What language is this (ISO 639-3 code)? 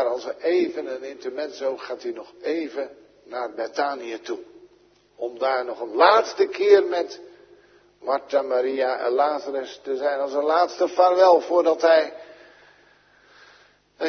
nld